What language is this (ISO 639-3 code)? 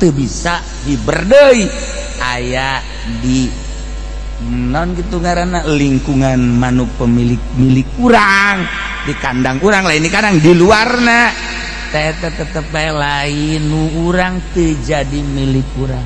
sun